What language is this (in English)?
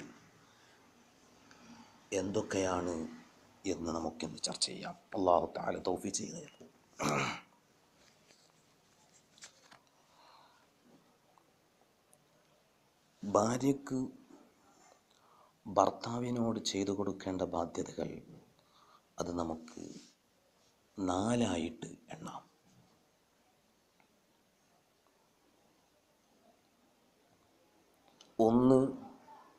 Malayalam